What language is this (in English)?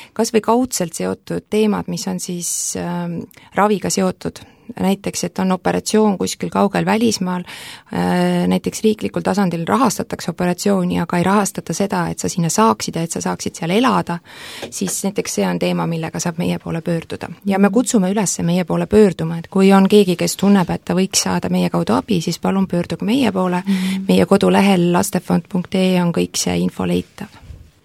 Estonian